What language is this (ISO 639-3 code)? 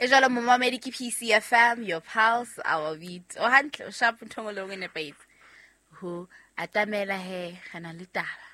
sot